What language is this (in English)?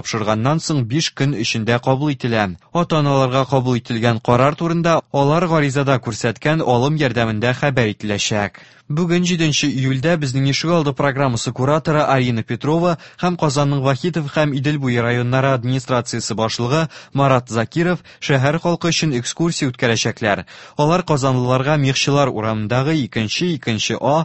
Tatar